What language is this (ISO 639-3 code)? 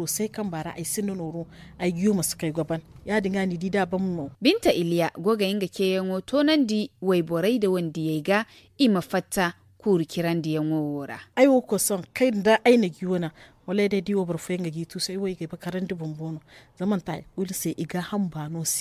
dje